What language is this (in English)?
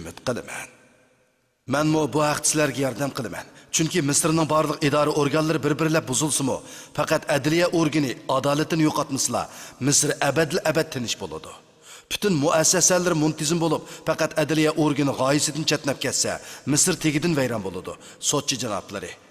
Uyghur